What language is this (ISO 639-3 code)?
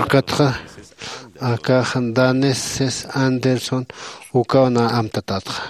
aym